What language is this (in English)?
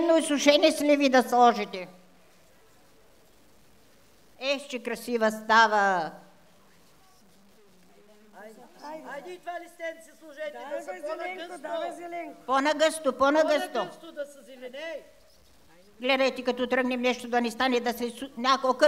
Bulgarian